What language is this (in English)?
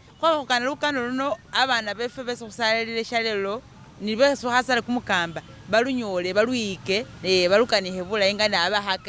Masaaba